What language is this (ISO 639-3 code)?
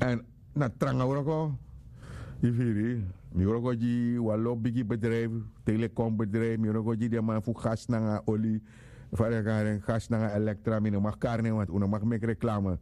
srn